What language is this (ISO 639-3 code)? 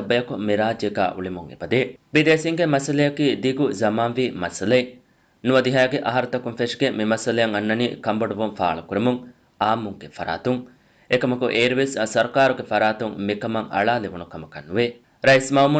div